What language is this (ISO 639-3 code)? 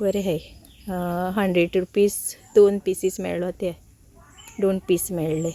kok